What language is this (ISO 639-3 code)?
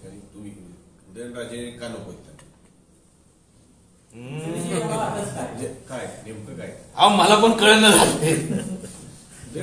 mar